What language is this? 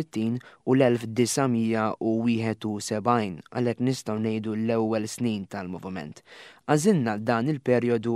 Maltese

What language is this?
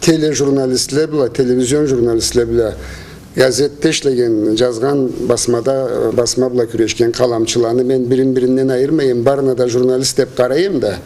Karachay-Balkar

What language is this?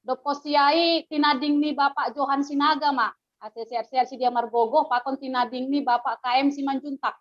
Batak Simalungun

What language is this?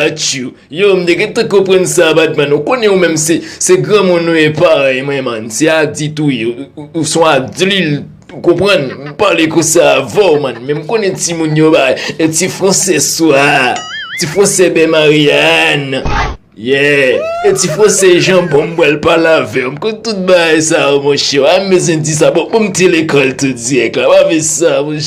Haitian Creole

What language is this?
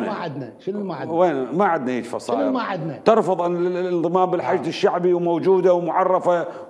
Mesopotamian Arabic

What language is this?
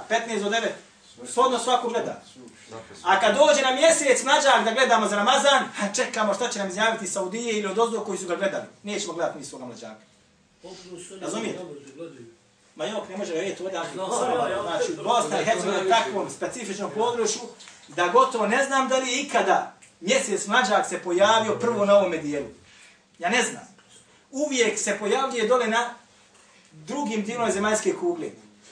Bosnian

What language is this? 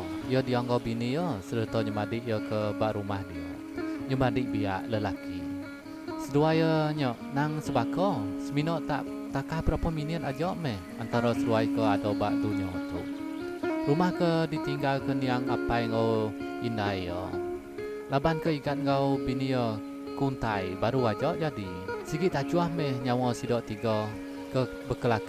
Iban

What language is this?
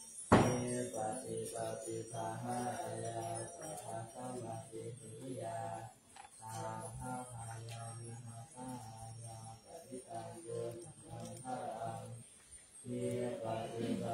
Pali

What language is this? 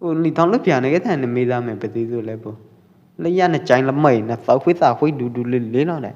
Pwo Eastern Karen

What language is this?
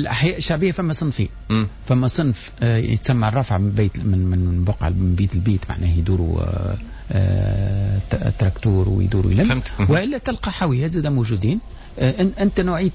Tunisian Arabic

